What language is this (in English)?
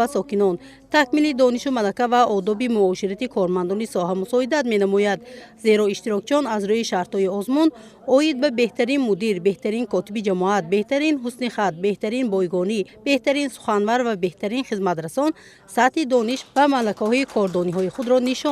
Tajik